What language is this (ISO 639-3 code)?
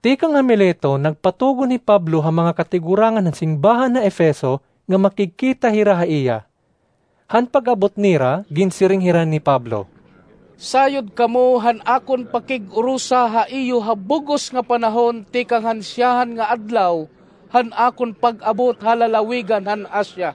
war